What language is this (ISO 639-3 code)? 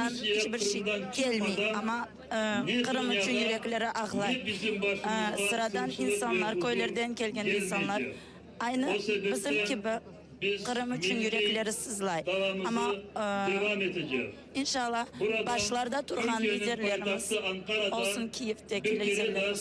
crh